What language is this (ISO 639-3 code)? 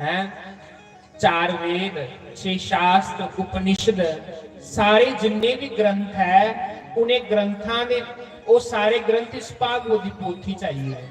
doi